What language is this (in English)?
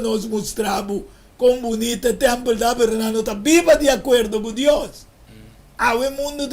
Papiamento